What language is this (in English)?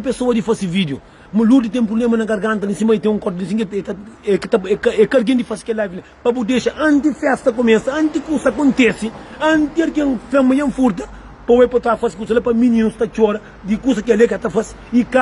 Kabuverdianu